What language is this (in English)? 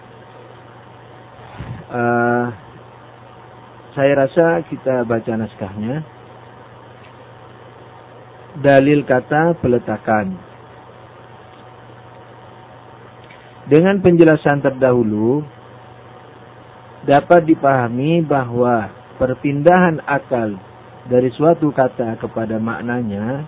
Indonesian